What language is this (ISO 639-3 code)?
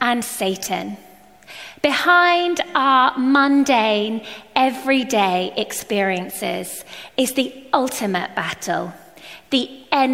eng